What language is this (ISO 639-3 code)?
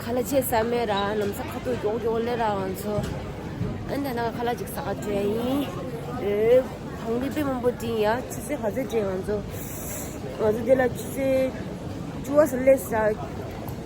bod